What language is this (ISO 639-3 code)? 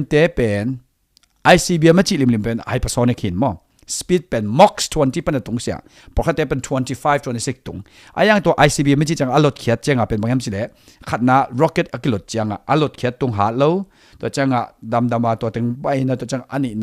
ctd